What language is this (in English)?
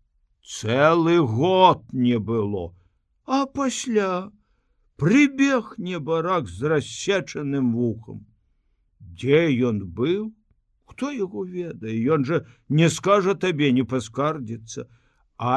Belarusian